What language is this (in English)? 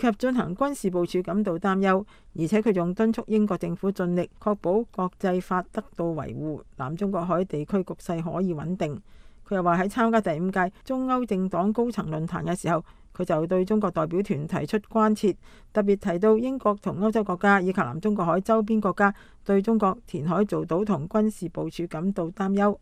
Cantonese